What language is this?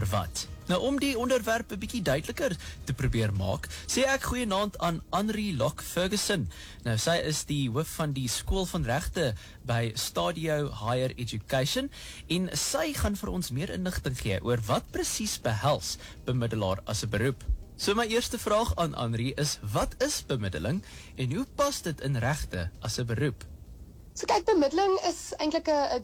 Afrikaans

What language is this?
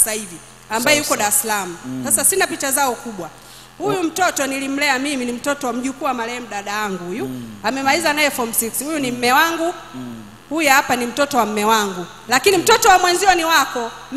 Swahili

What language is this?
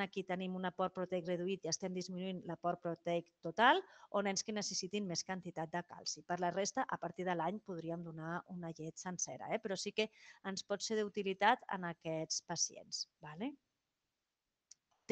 Catalan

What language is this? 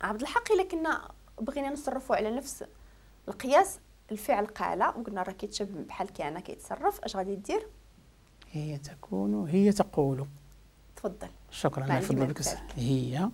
Moroccan Arabic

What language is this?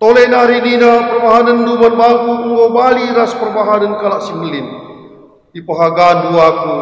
Batak Karo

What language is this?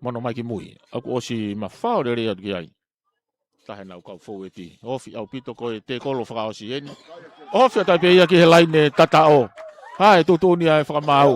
Tongan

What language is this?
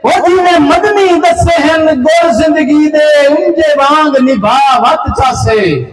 Saraiki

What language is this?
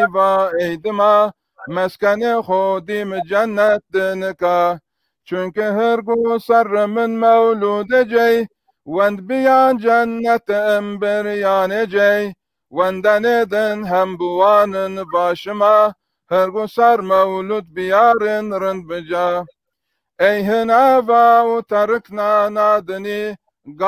Zaza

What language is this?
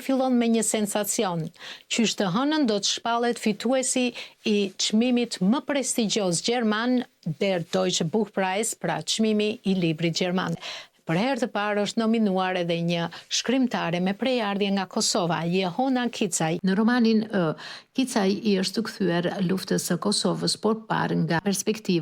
Albanian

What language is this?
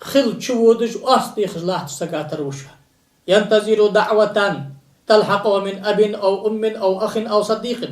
Ingush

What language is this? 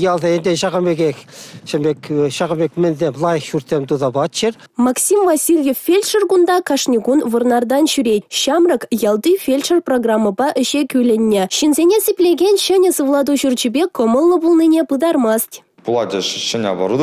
Chuvash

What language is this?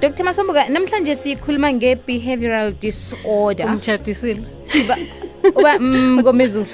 South Ndebele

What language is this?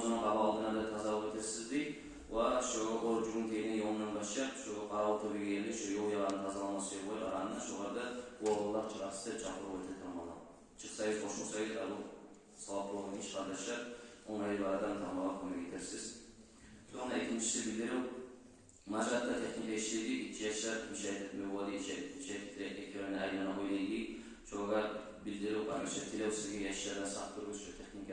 Kumyk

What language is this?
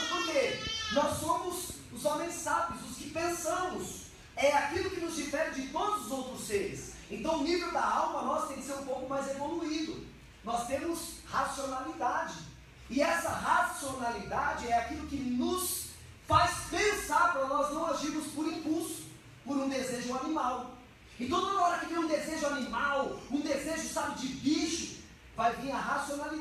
Portuguese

